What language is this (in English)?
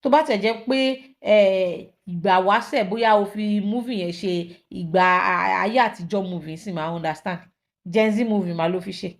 Yoruba